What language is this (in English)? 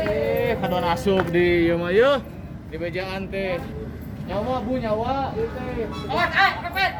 Sundanese